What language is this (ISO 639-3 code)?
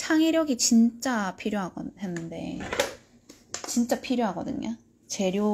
kor